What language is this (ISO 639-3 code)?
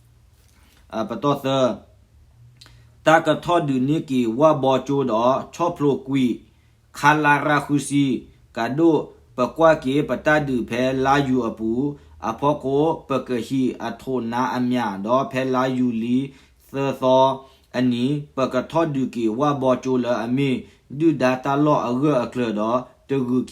ksw